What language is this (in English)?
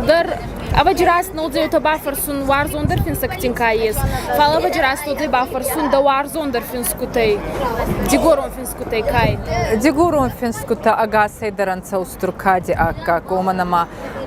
Ossetic